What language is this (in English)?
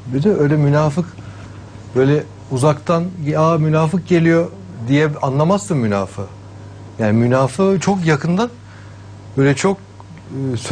Turkish